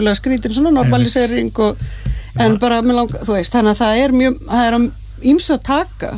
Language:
Icelandic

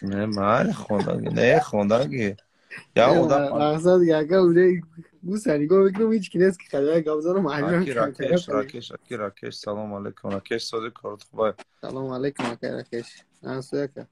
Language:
Tajik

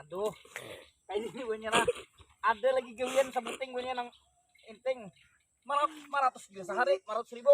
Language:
Banjar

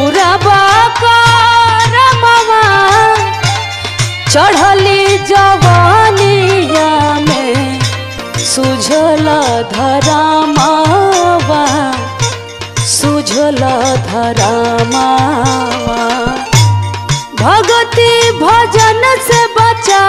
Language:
Bhojpuri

